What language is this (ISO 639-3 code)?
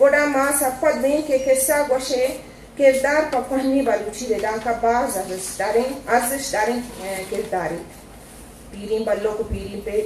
bgp